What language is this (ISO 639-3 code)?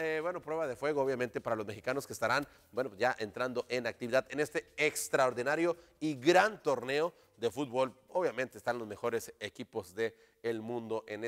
spa